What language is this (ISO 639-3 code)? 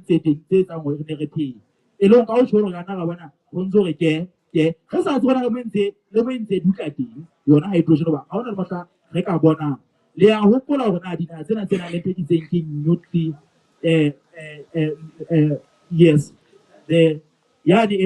sot